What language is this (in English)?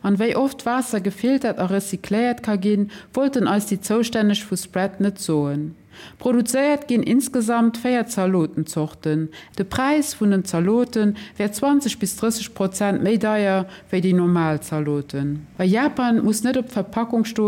Luxembourgish